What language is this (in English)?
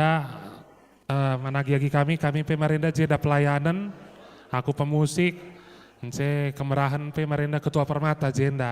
Batak Karo